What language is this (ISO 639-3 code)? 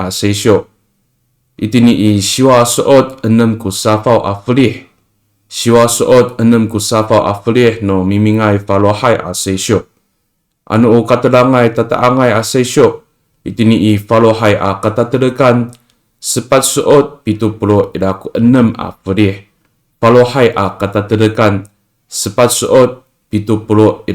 ami